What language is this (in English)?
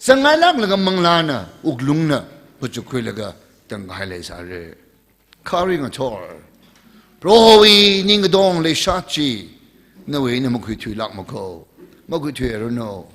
Tangkhul Naga (India)